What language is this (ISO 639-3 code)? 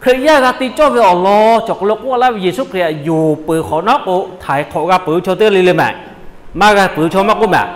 lhu